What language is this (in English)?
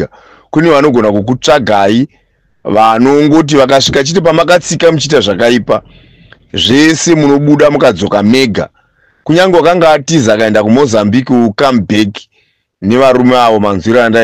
Shona